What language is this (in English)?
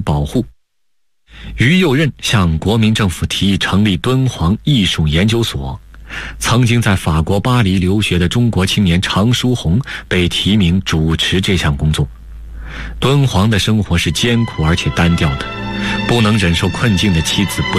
Chinese